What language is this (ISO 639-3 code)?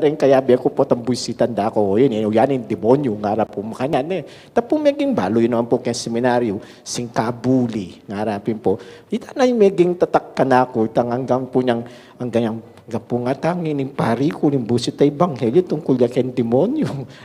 pam